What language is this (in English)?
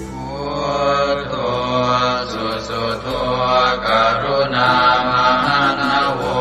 Pali